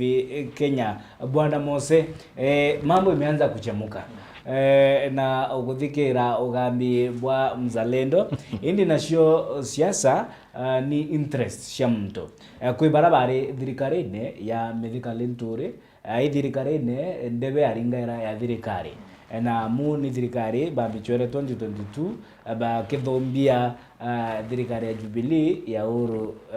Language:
Meru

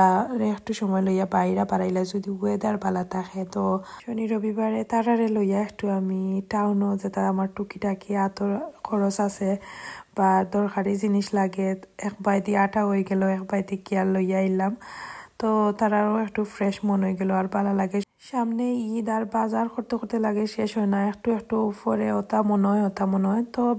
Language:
Sylheti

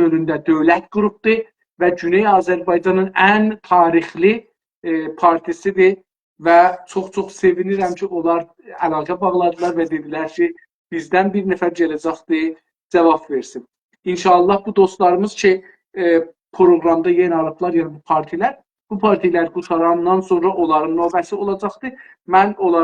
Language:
South Azerbaijani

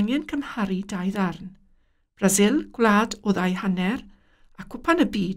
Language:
Welsh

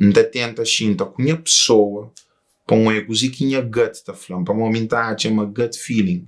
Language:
Kabuverdianu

